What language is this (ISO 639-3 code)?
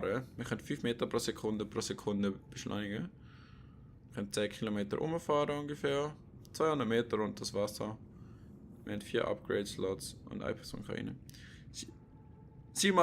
gsw